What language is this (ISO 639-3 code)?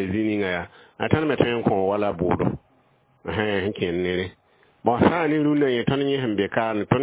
mos